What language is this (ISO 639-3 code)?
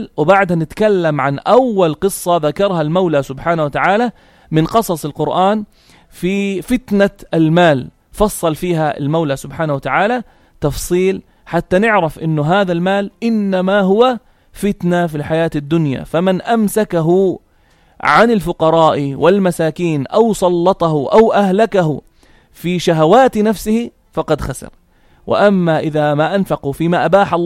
apc